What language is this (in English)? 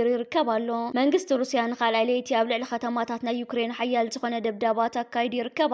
Tigrinya